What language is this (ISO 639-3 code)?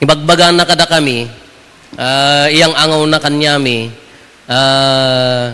ilo